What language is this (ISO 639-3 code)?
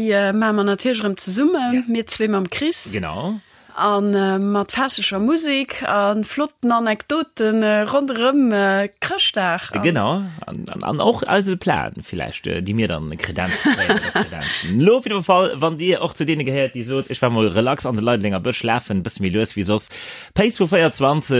ltz